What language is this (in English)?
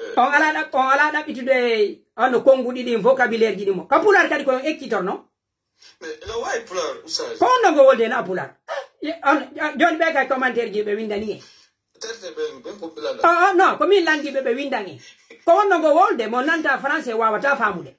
Pular